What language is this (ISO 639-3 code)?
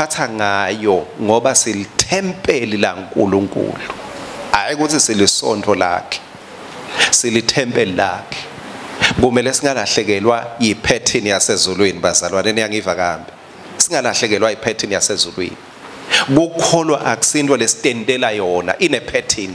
ssw